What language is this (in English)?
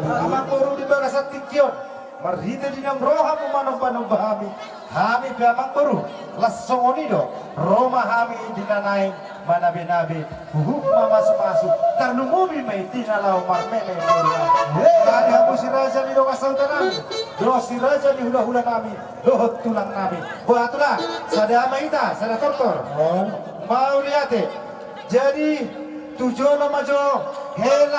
Batak Toba